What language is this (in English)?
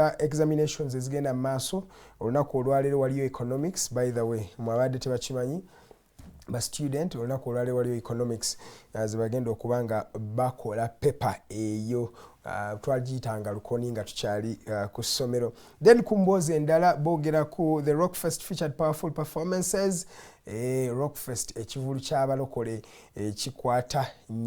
Ganda